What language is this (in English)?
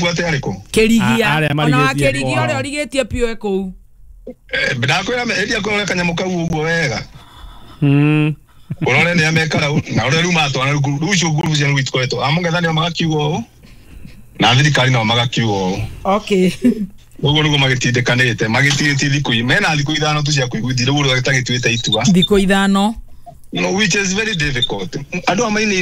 Kikuyu